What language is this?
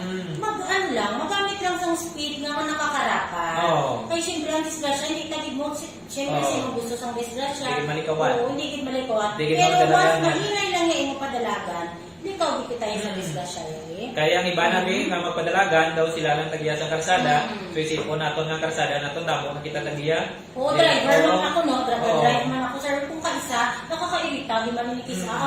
Hiligaynon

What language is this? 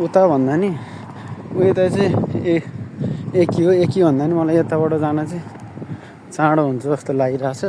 Nepali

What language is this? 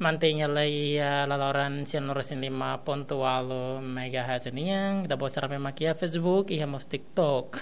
Tetum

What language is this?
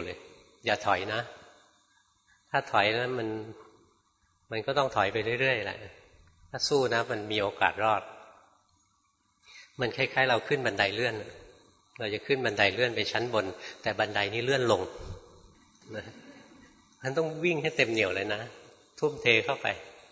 Thai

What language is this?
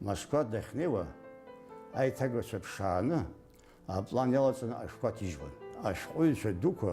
Abkhazian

